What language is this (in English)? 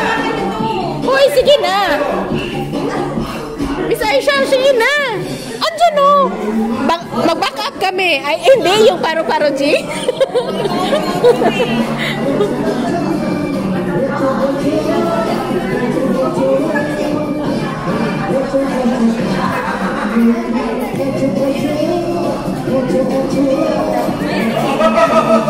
Filipino